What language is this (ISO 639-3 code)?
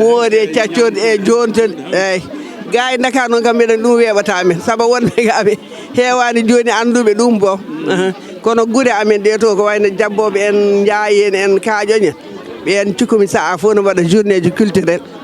ful